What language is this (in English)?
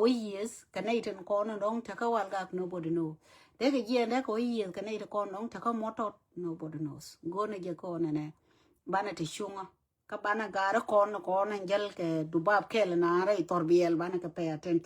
Nuer